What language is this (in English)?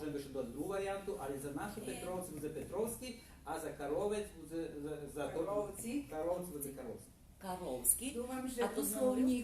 Rusyn